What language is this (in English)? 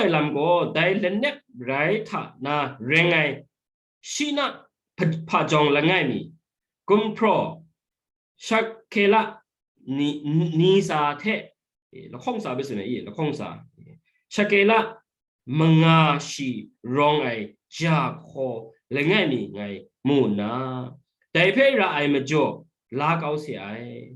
Kachin